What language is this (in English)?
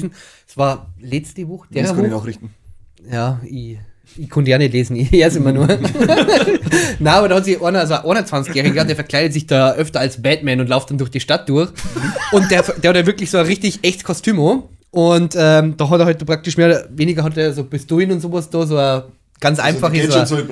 Bavarian